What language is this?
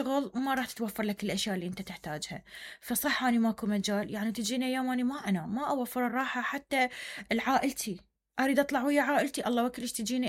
Mesopotamian Arabic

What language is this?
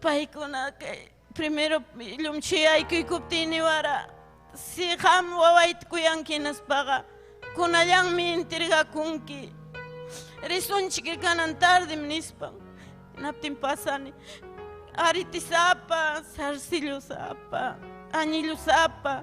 Ayacucho Quechua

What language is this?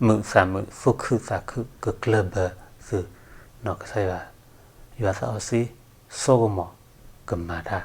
S'gaw Karen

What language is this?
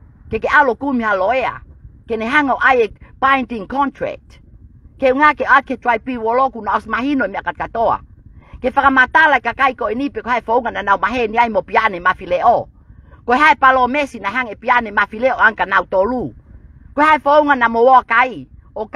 Tongan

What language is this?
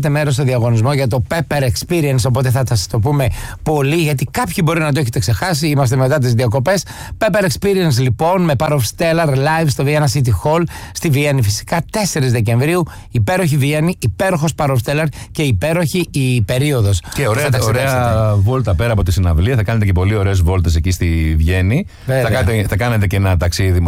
Greek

